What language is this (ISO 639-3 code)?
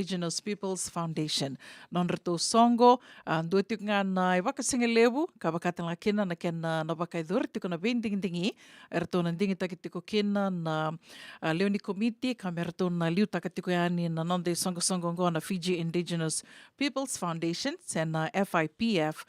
fij